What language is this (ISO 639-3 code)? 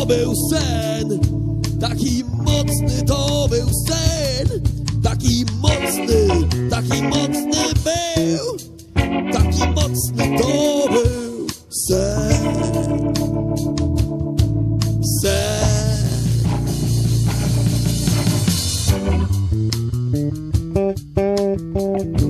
pol